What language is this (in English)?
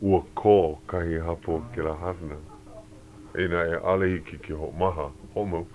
Hawaiian